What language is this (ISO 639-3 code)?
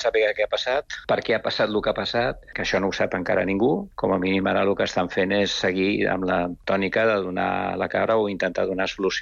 cat